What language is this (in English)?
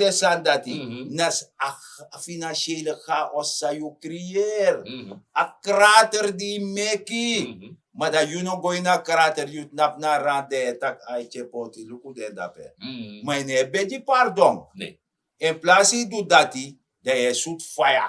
Sranan Tongo